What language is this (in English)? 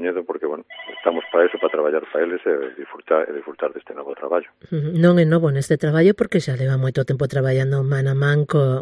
Galician